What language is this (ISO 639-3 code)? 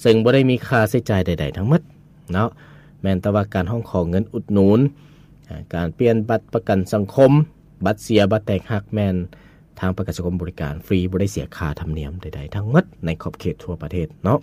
lao